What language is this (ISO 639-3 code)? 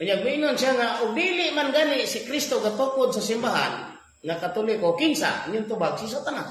ceb